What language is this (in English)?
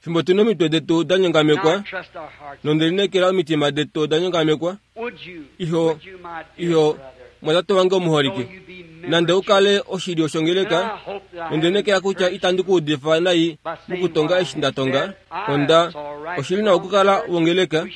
Kuanyama